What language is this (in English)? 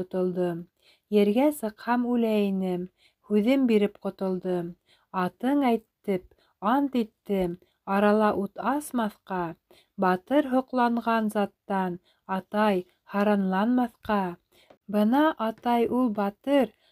Bashkir